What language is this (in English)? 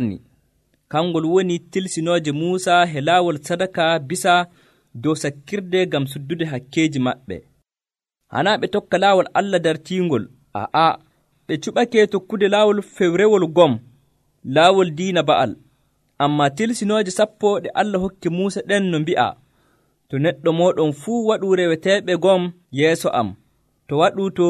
Nigerian Fulfulde